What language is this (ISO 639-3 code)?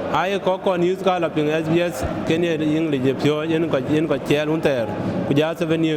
din